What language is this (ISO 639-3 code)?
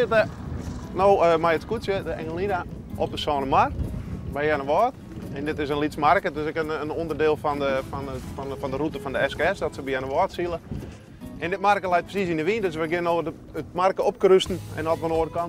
fry